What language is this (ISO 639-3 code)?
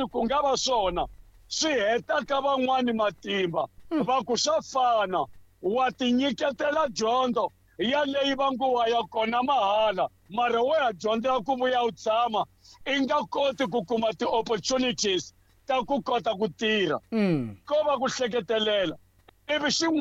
tso